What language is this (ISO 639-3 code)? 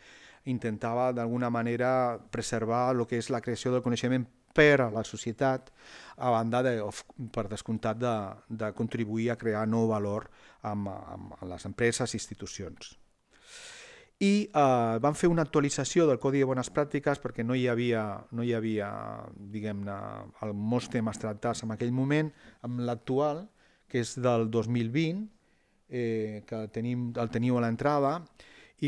cat